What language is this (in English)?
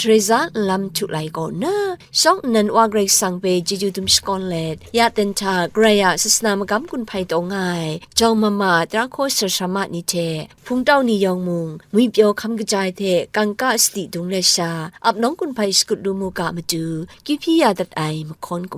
Kachin